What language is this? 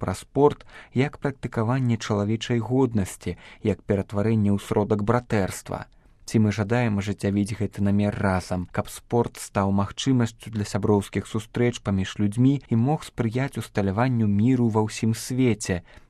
Belarusian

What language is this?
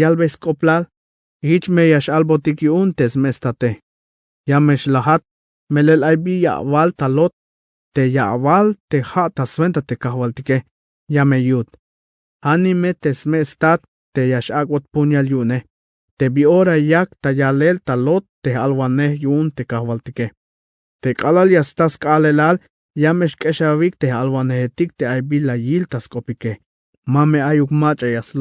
Tzeltal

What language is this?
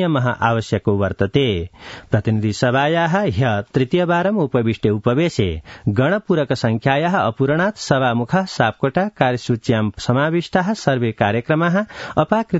Sanskrit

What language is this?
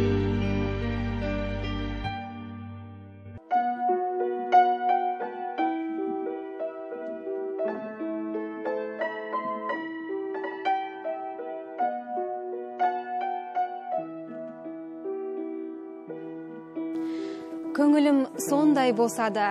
Kazakh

